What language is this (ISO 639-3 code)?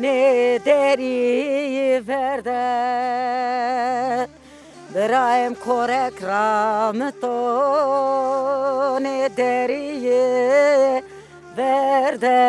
zza